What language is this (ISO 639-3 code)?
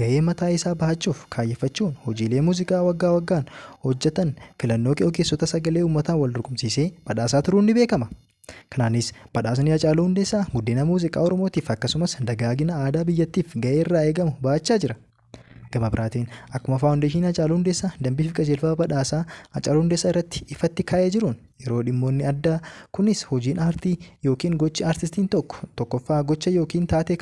orm